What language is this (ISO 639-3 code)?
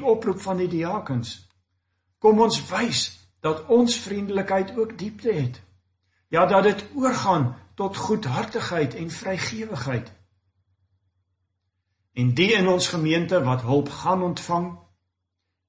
afr